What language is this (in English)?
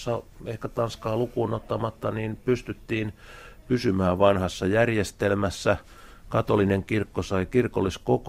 Finnish